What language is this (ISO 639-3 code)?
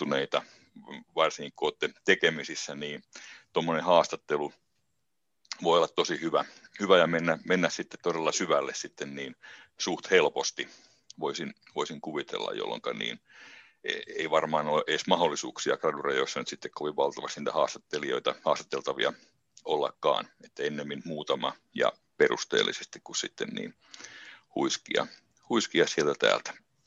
fin